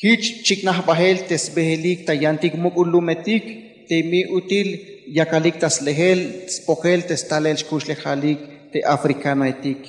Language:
Tzeltal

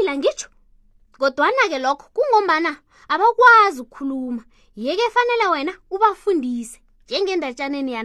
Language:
South Ndebele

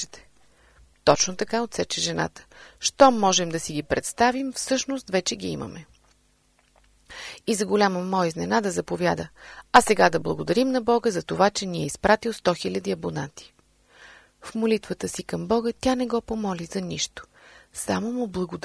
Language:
Bulgarian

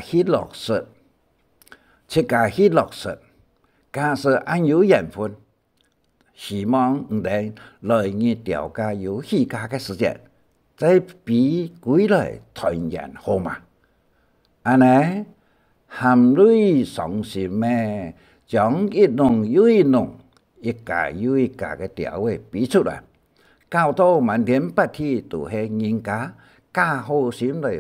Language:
Hakka Chinese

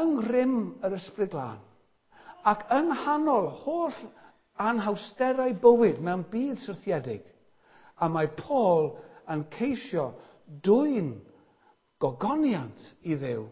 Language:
Welsh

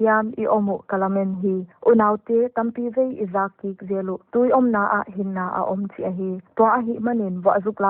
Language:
Paite Chin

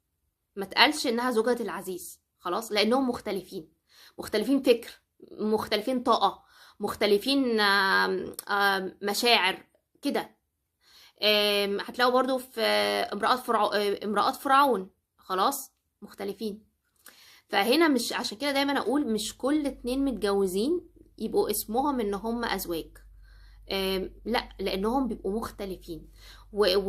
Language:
Egyptian Arabic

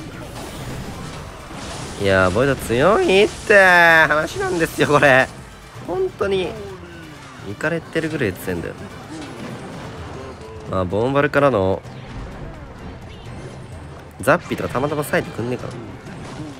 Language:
Japanese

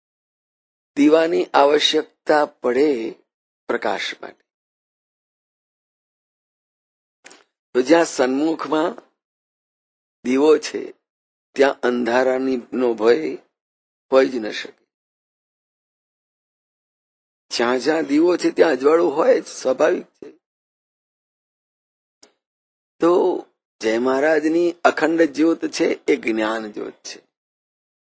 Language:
Gujarati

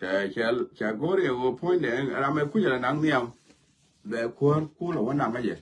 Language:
Nuer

